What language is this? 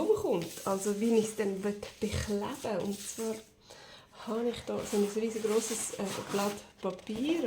Swiss German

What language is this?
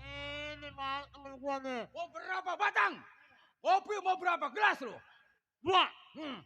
Betawi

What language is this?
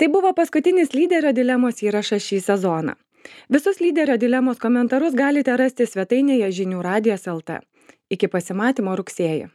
Lithuanian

